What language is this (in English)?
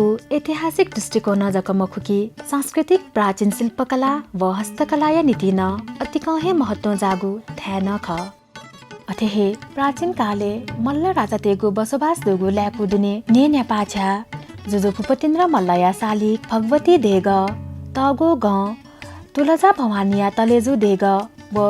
Newari